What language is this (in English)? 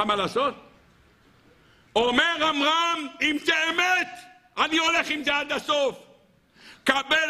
Hebrew